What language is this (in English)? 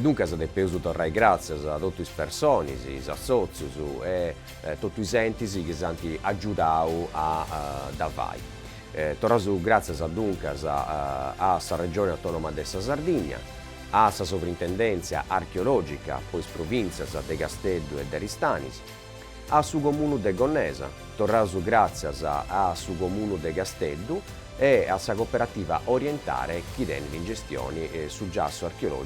Sardinian